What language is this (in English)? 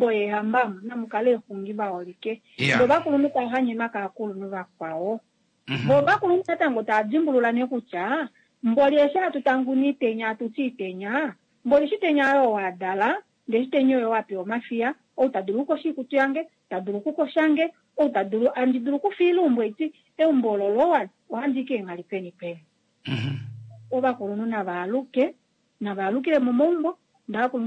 Kuanyama